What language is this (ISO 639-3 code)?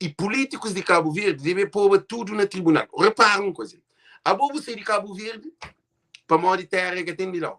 kea